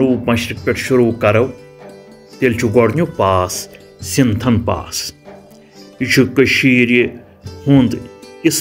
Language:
Kashmiri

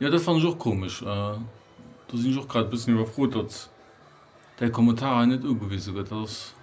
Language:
Luxembourgish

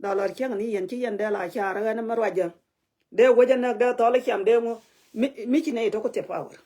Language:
Nuer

